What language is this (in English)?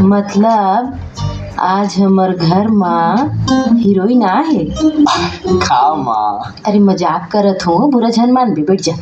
Chhattisgarhi